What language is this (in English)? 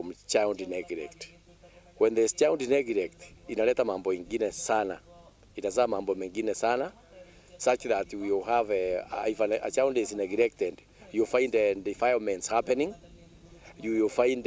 Meru